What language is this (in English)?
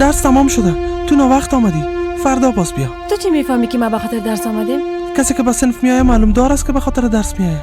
Persian